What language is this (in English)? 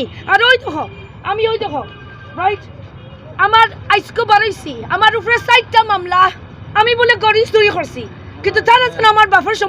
Sylheti